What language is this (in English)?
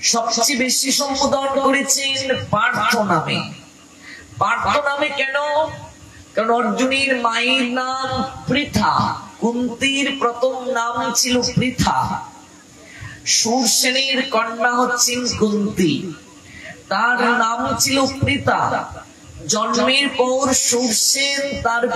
Bangla